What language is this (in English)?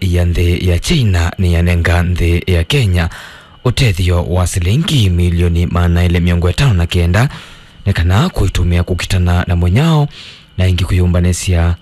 Kamba